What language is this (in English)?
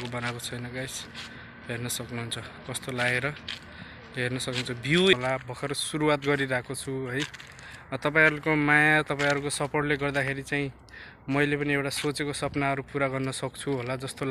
Nepali